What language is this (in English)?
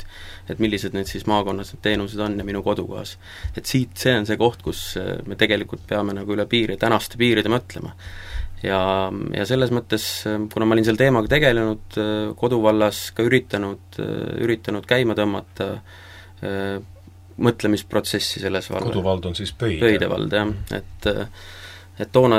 Estonian